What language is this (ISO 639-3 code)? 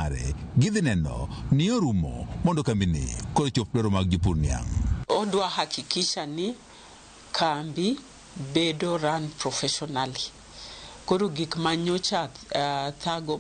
luo